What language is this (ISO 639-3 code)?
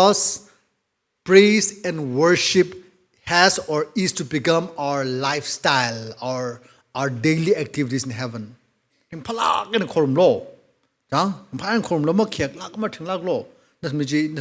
nmf